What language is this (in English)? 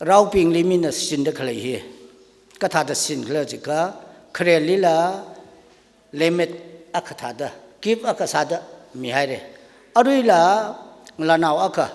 Tangkhul Naga (India)